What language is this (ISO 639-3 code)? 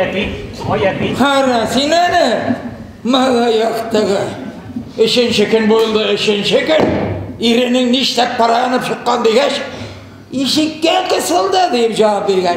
tat